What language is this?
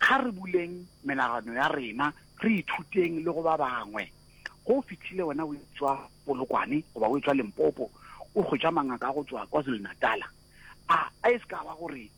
Northern Sotho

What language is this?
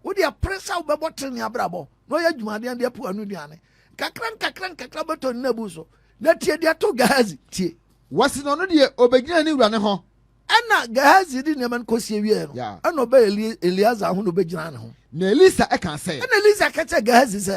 Akan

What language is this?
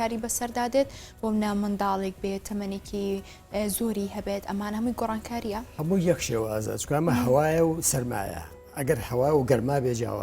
Central Kurdish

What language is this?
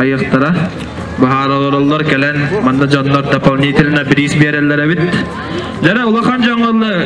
Yakut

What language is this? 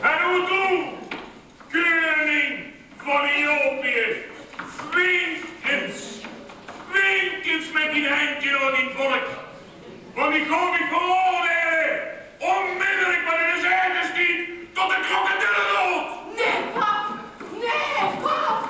Limburgish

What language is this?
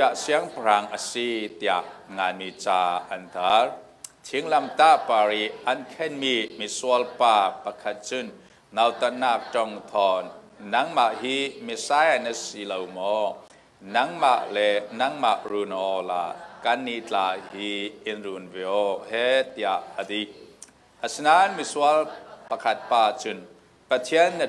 Falam Chin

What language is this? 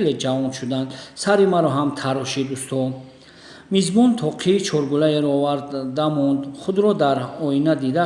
Tajik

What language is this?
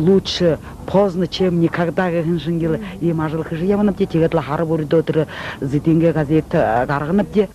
Buriat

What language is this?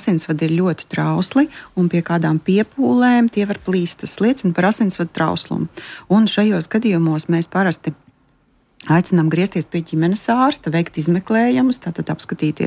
Latvian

